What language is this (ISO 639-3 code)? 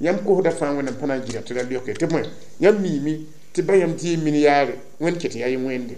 mos